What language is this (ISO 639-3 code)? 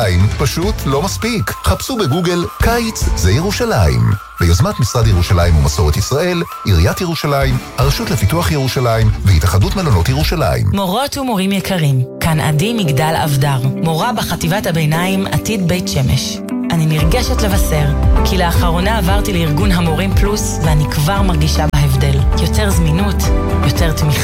heb